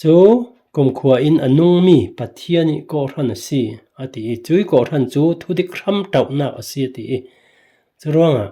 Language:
Falam Chin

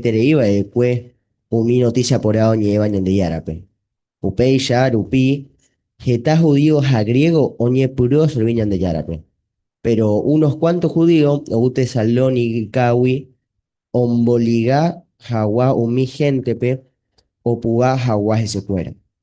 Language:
Guarani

